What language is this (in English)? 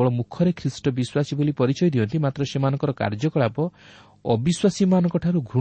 Odia